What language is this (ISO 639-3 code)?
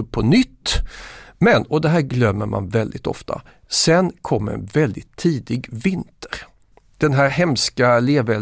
swe